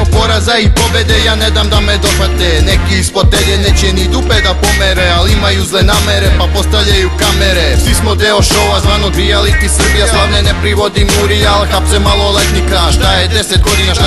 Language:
Serbian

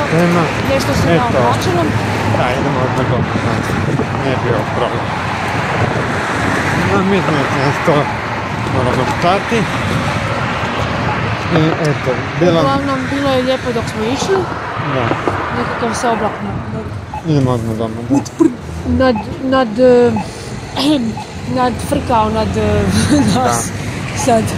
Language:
Croatian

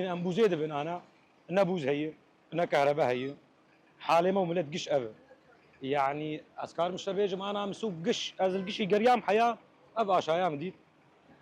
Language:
Kurdish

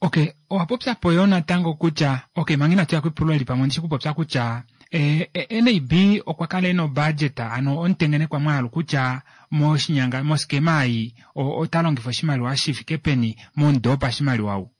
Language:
Kuanyama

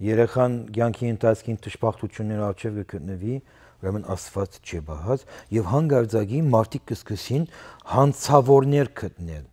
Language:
Western Armenian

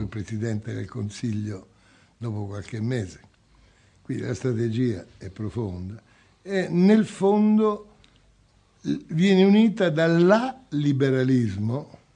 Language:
Italian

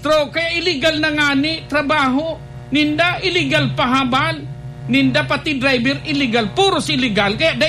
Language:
Bikol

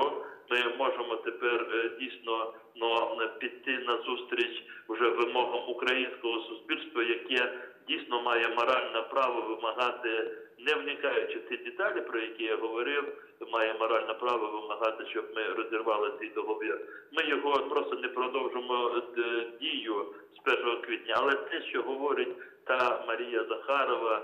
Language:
Ukrainian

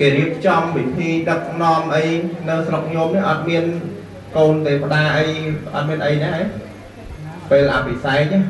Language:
Khmer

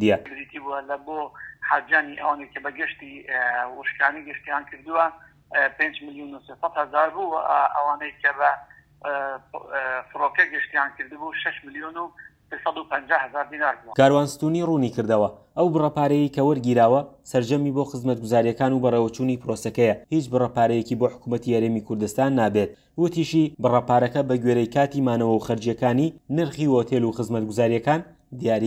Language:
Central Kurdish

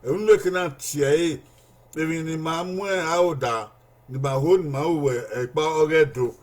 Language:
Bini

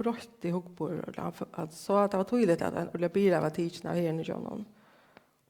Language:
Faroese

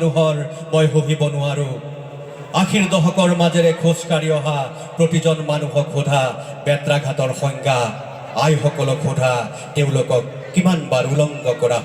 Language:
Assamese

